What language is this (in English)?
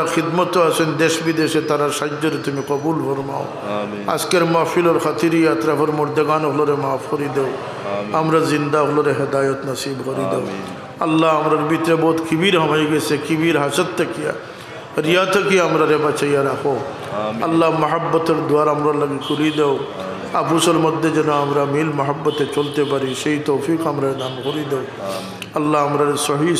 Sylheti